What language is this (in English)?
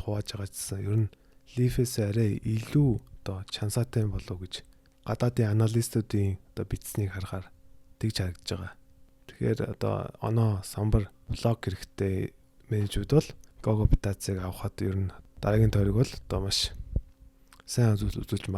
Mongolian